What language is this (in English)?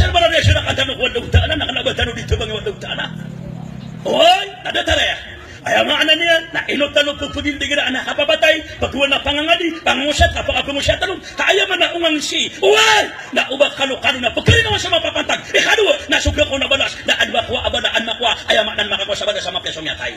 Maranao